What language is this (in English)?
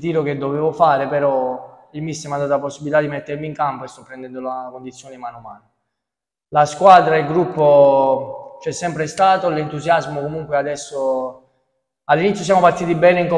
Italian